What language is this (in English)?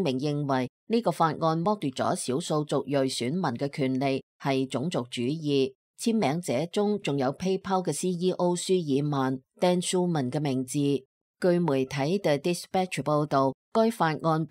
Cantonese